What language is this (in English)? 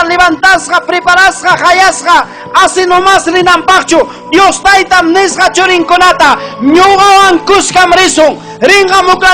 Ayacucho Quechua